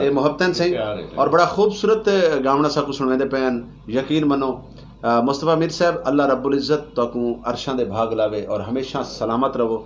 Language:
Saraiki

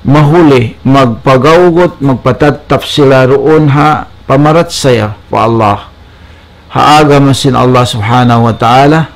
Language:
Tausug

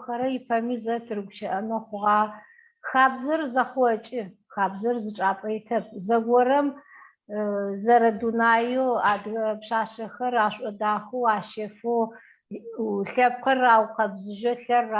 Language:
Adyghe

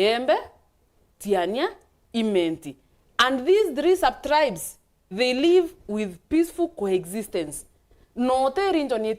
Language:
Meru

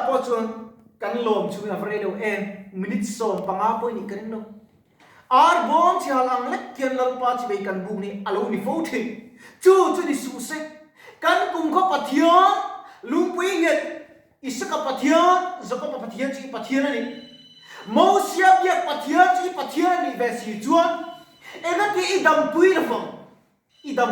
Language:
Mizo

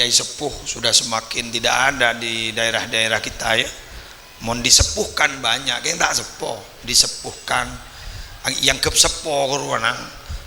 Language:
Madurese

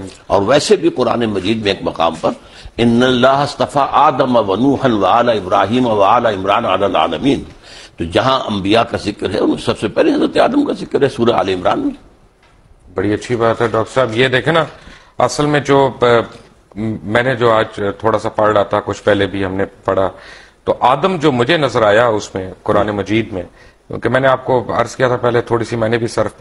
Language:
Urdu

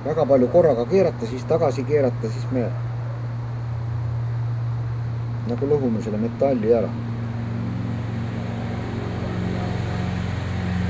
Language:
Estonian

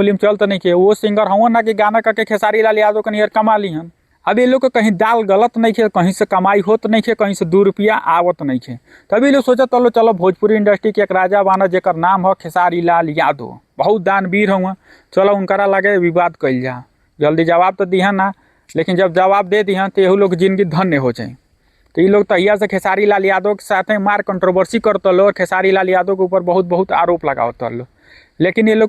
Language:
Bhojpuri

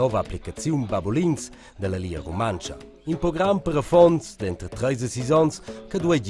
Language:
Romansh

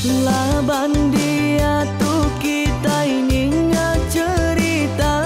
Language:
Iban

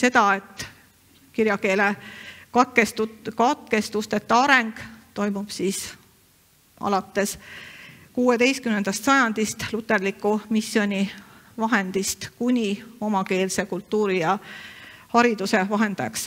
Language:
Estonian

